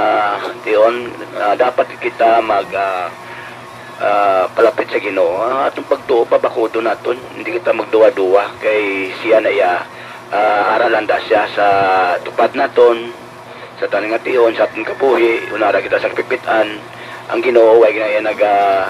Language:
Hiligaynon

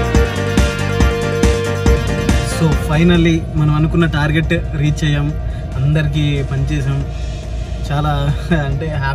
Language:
Telugu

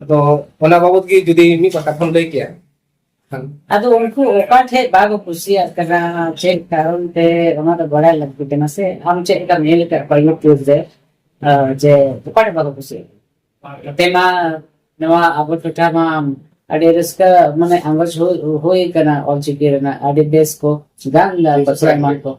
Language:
Santali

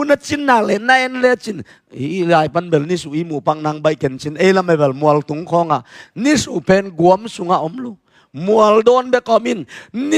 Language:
Tedim Chin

